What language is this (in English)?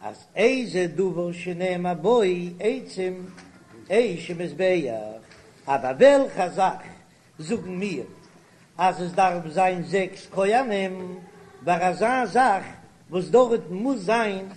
Yiddish